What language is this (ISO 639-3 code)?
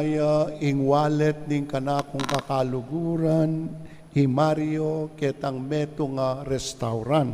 pam